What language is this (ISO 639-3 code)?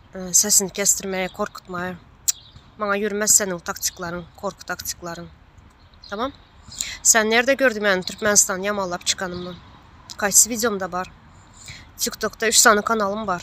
tuk